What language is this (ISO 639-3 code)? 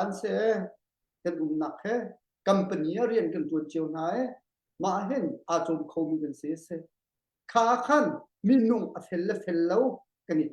cnh